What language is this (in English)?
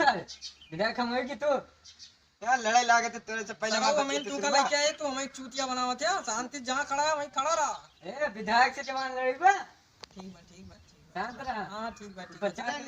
Awadhi